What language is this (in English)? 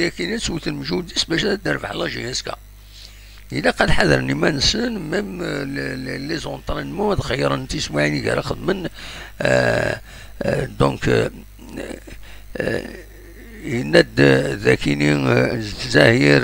Kabyle